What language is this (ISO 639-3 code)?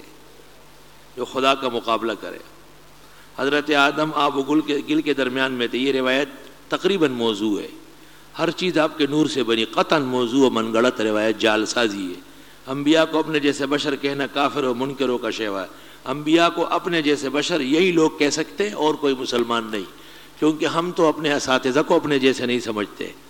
urd